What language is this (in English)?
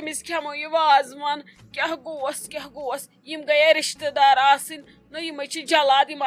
Kashmiri